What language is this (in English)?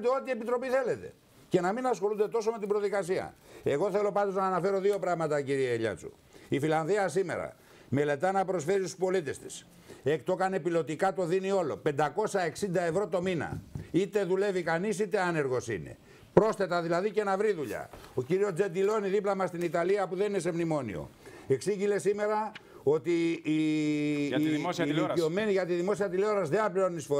Greek